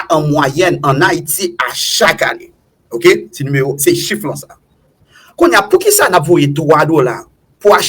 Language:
Haitian Creole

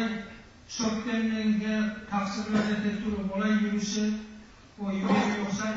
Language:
Kumyk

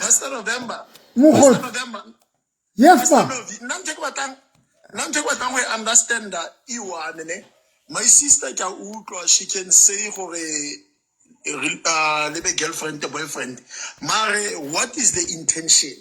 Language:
Southern Sotho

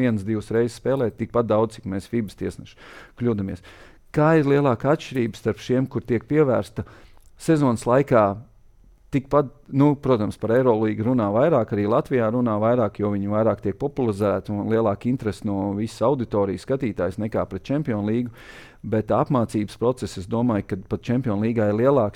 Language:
Latvian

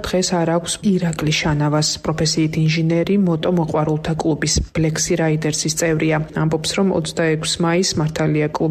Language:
Georgian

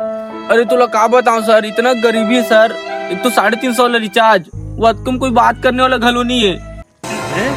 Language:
Chhattisgarhi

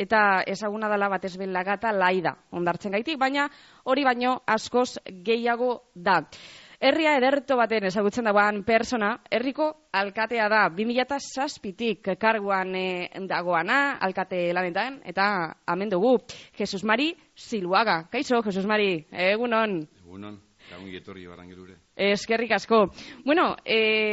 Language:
Basque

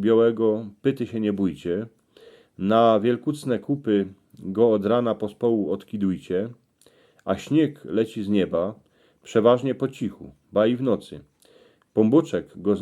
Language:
Silesian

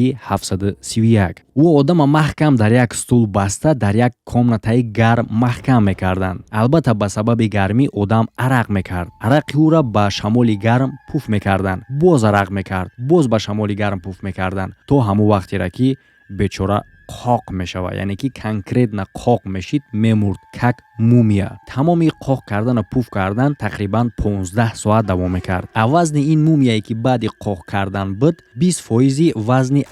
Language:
Tajik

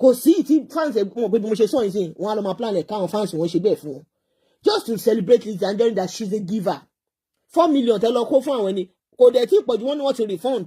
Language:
Yoruba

